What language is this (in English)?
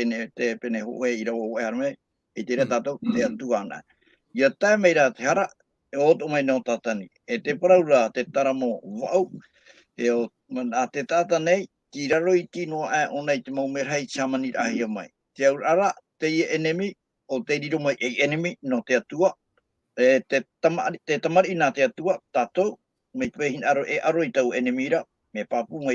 Tahitian